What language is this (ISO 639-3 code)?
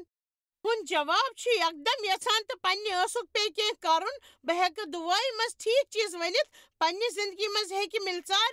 kas